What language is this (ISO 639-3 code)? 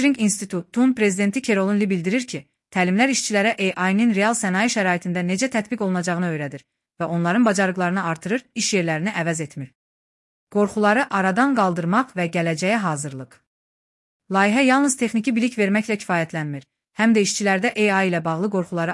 aze